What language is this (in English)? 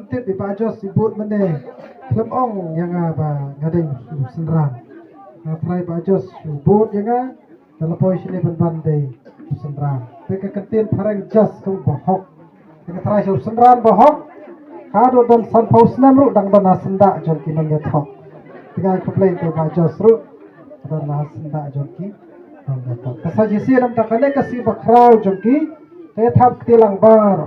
Khasi